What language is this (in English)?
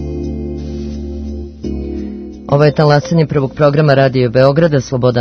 Serbian